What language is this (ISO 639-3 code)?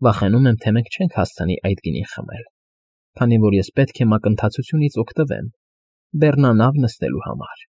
hye